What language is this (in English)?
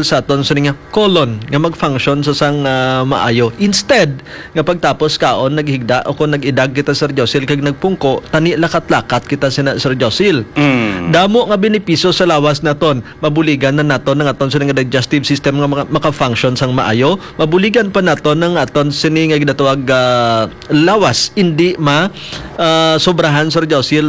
Hiligaynon